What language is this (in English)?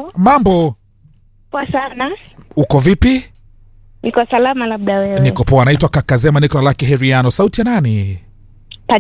Swahili